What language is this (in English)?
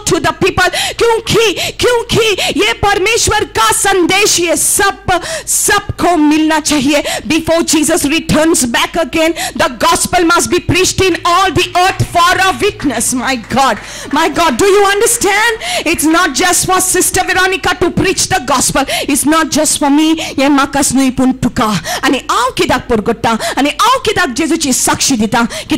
Konkani